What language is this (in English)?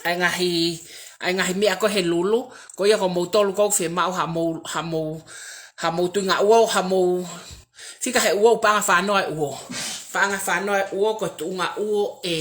Tongan